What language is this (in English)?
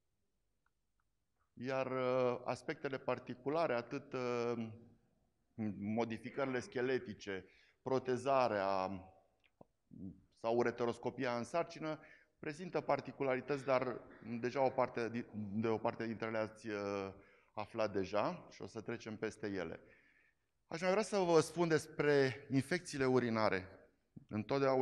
Romanian